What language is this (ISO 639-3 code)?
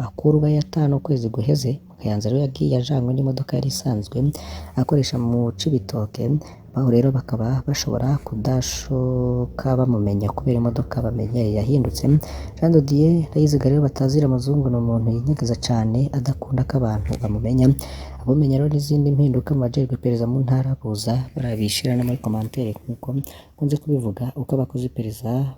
run